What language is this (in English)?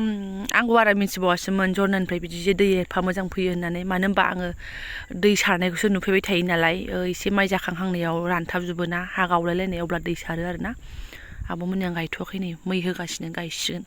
Bodo